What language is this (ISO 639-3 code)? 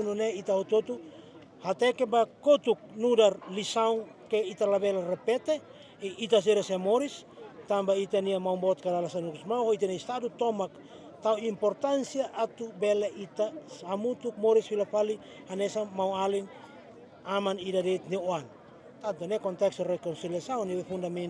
tet